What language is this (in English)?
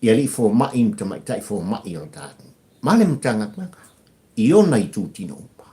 Samoan